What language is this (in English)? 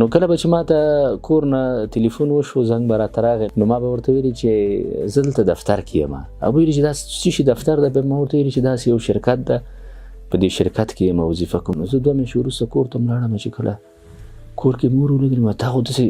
Pashto